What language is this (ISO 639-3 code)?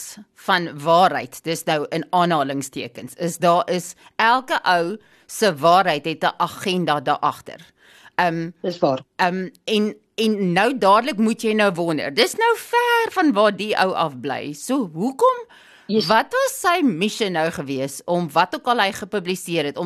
afr